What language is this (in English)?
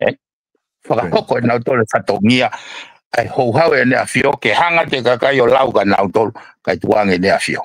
Tongan